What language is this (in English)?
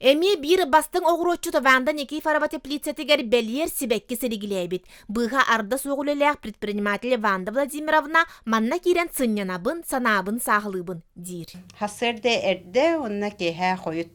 Yakut